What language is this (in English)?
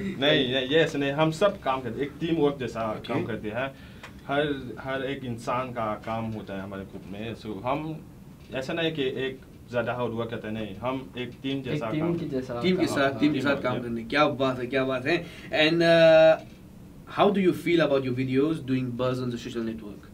Morisyen